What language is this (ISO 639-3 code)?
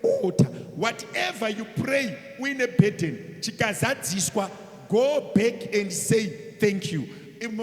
sna